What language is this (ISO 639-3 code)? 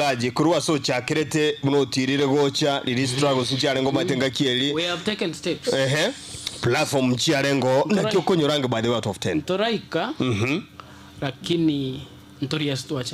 guz